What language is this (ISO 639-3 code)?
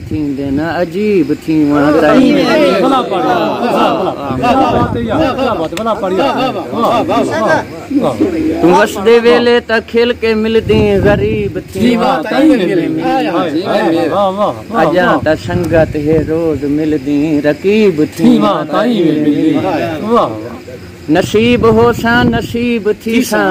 skr